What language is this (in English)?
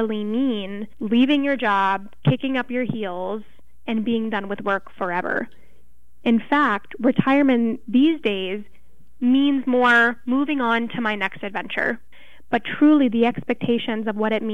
English